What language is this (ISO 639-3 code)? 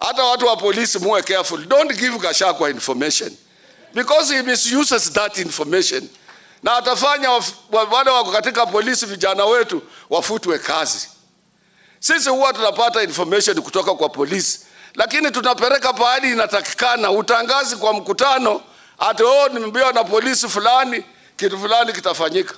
swa